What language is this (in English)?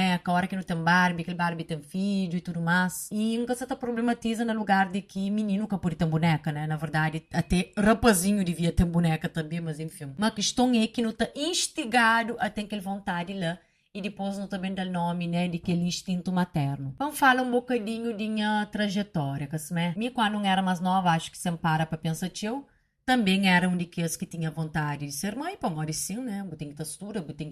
Kabuverdianu